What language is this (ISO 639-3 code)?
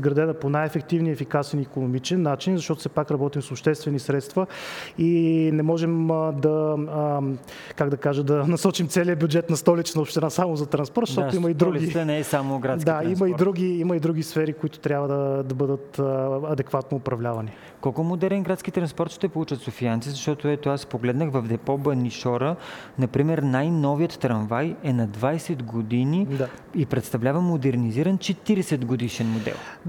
bul